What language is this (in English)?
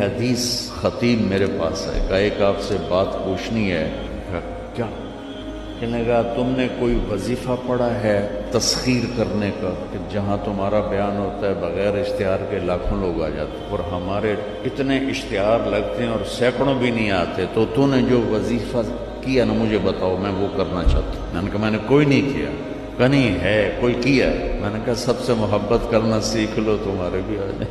Urdu